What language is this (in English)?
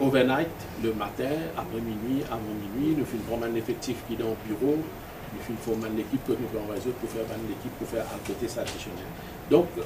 Morisyen